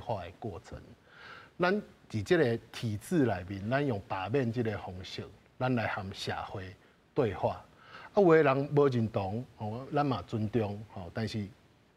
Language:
Min Nan Chinese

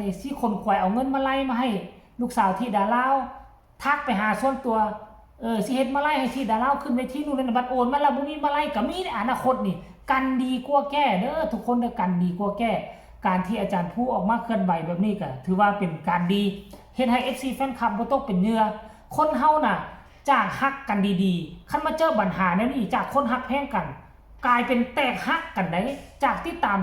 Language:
Northeastern Thai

